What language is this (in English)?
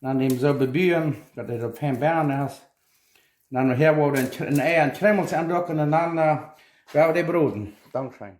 Plautdietsch